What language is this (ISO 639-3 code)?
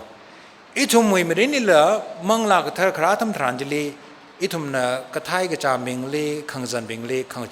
nmf